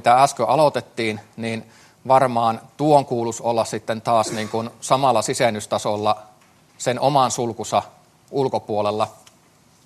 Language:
Finnish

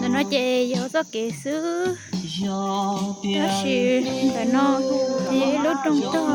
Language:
Hmong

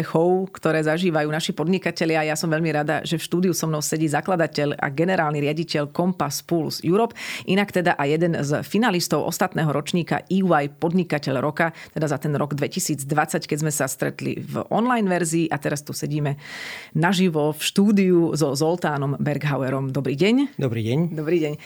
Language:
Slovak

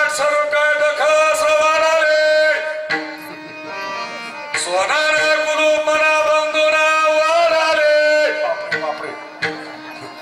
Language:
Marathi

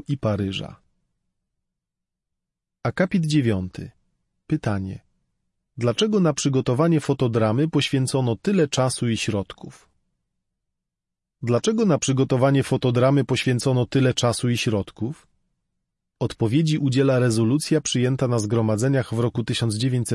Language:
Polish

